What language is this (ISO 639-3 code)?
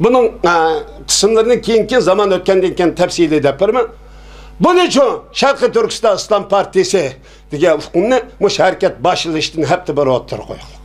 uig